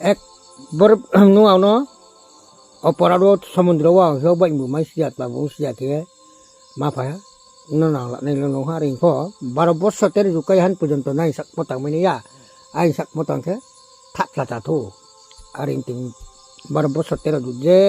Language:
Riang (India)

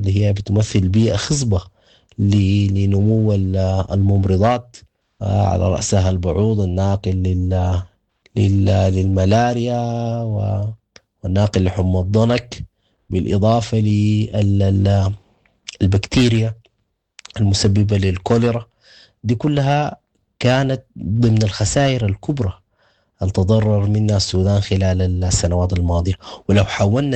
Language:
Sudanese Arabic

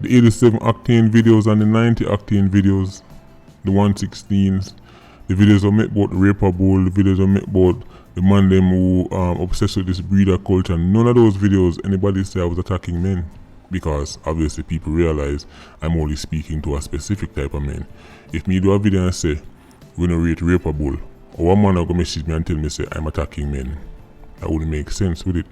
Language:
Jamaican Creole English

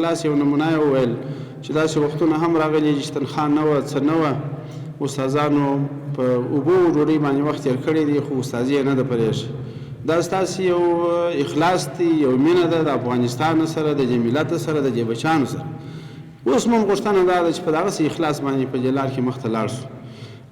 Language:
Pashto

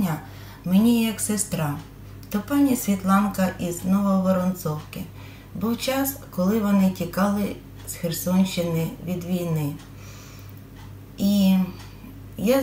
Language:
Ukrainian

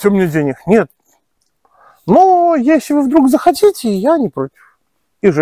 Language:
Russian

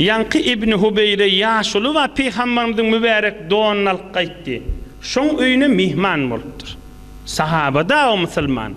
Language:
Turkmen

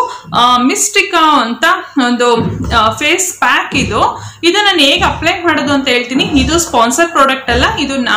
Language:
Kannada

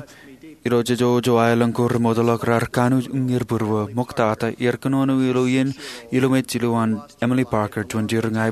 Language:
Marshallese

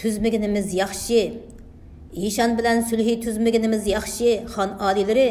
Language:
Uyghur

